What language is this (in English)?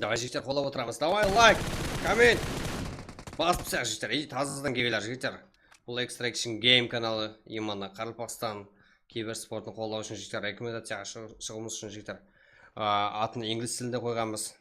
Kara-Kalpak